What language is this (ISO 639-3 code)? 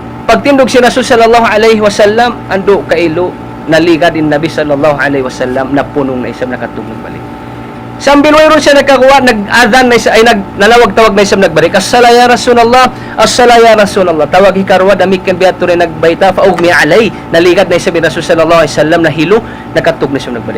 tsg